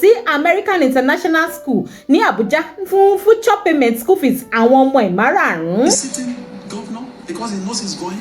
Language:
Yoruba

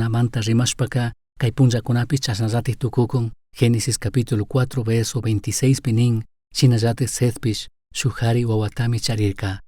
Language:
Chimborazo Highland Quichua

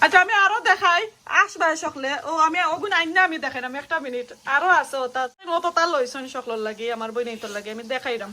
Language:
Sylheti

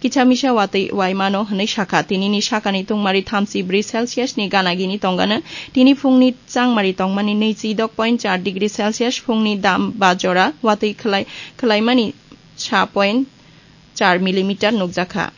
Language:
Kok Borok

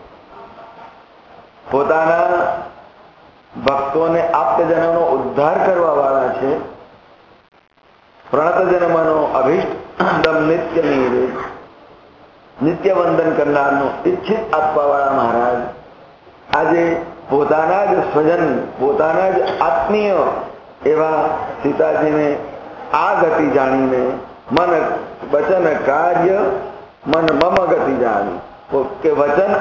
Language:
Gujarati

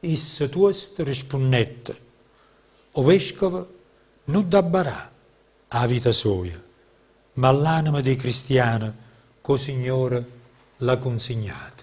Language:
Neapolitan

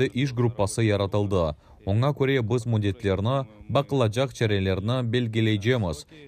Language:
Crimean Tatar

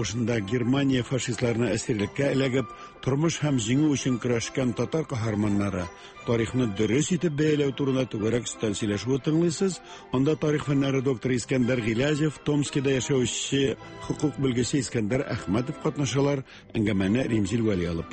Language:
Tatar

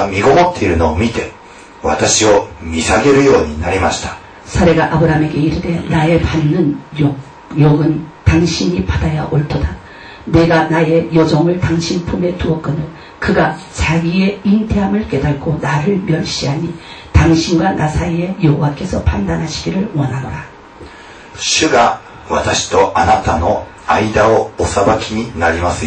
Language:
Korean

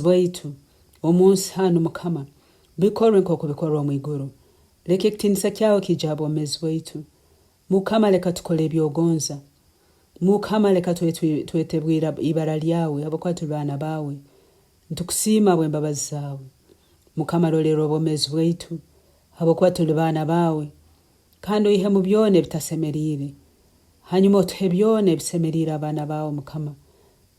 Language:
Nyoro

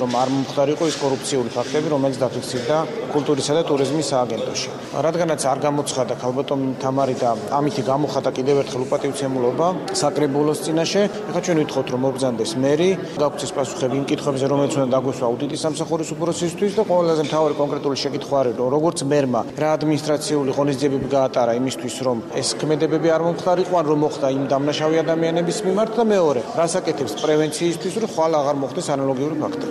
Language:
Georgian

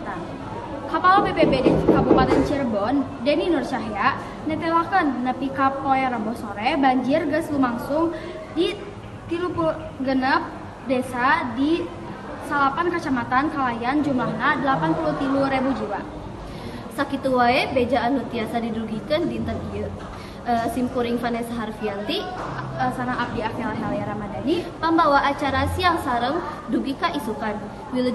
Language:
Sundanese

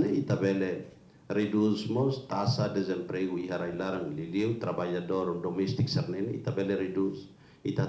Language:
Tetum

